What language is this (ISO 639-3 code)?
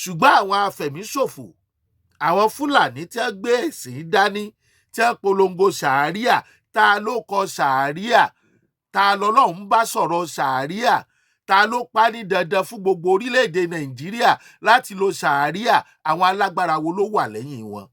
yor